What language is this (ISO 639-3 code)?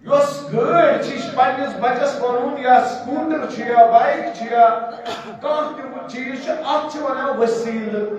kas